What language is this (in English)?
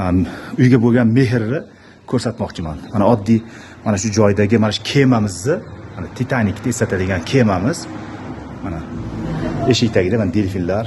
Uzbek